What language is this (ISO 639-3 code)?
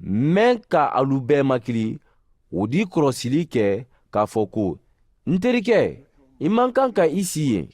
man